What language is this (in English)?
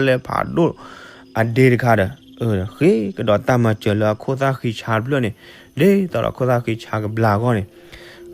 S'gaw Karen